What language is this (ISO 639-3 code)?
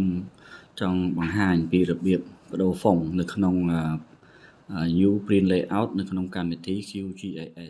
khm